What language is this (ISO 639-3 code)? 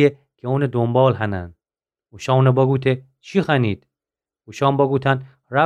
glk